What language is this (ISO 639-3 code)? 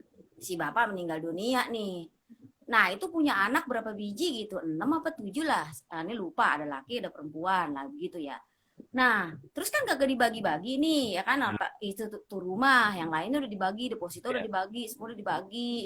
bew